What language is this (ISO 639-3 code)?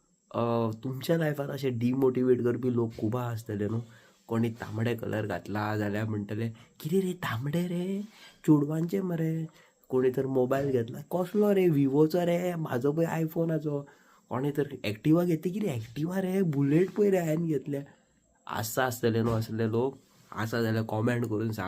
kok